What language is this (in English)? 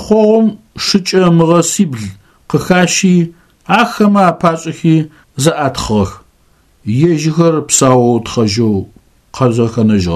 Adyghe